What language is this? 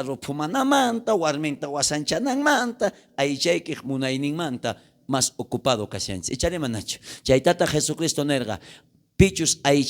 South Bolivian Quechua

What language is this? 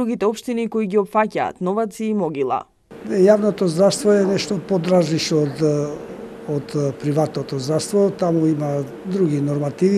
Macedonian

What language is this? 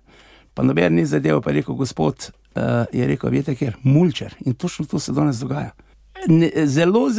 Slovenian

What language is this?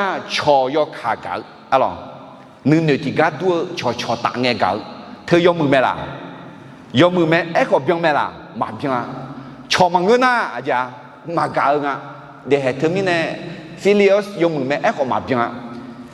Akha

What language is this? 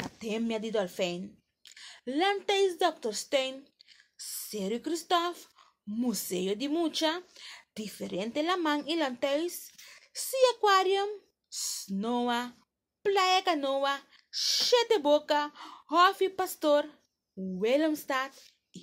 Papiamento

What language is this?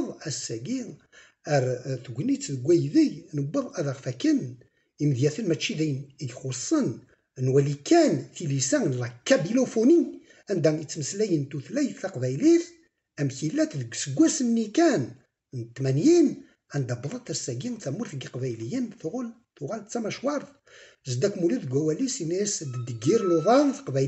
Kabyle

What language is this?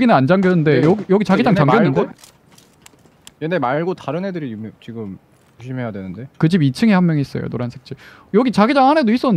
Korean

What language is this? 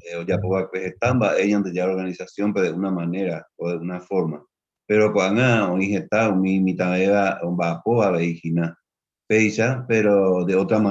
Guarani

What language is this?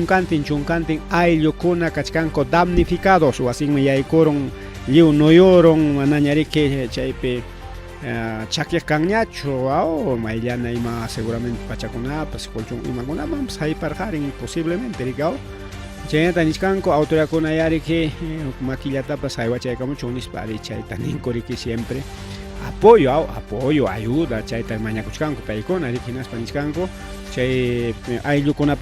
Ayacucho Quechua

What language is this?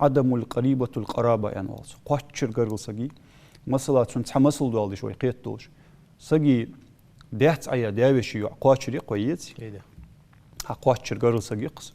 Ingush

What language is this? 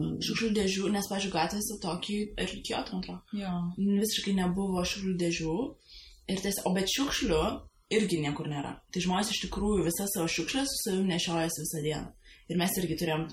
Lithuanian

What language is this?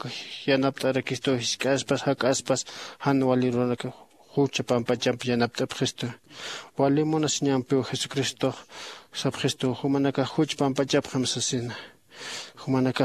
Aymara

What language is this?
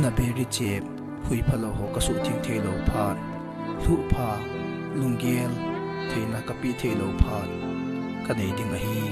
Thado Chin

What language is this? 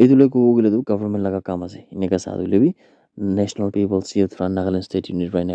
Naga Pidgin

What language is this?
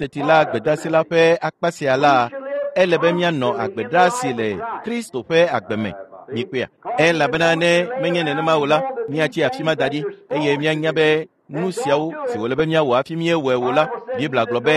Ewe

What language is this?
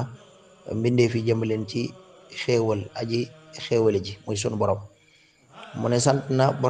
Wolof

